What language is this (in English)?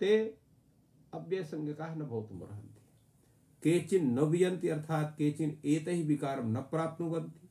Sanskrit